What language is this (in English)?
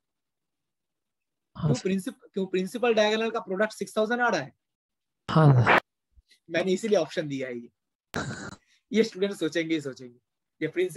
Hindi